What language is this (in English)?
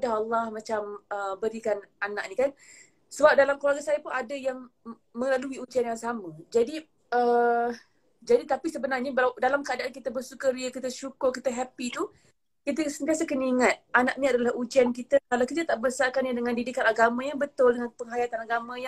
Malay